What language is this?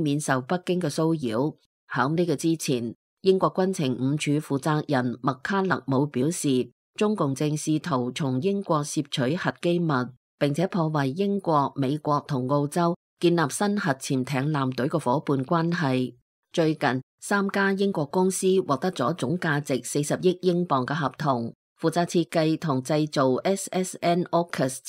Cantonese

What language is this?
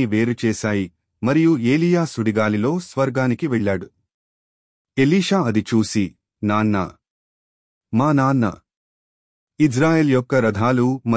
Telugu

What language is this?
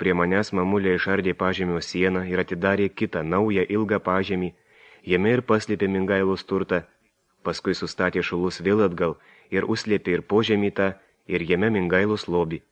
Lithuanian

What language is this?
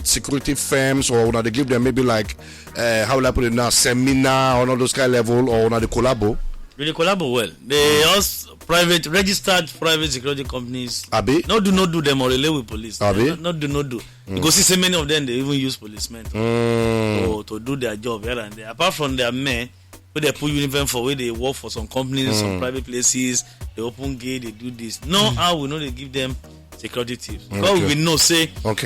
Nigerian Pidgin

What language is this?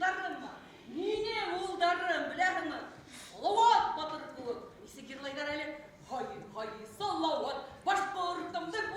Bashkir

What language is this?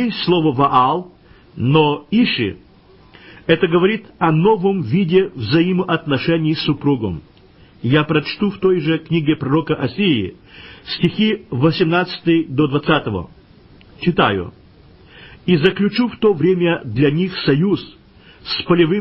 Russian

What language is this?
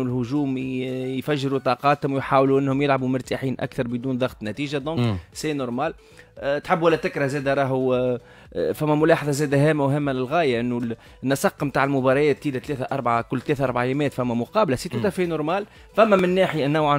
Tunisian Arabic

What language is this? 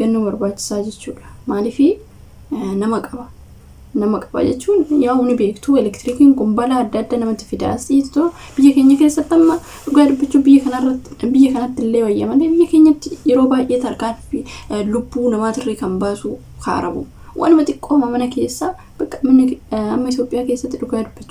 Oromo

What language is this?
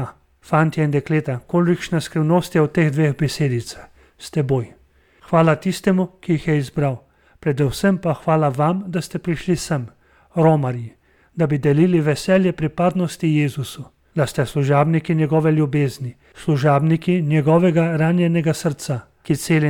Slovenian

